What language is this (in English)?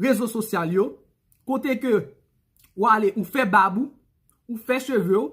Haitian Creole